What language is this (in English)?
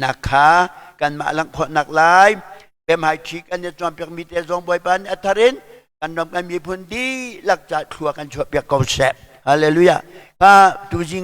Hakha Chin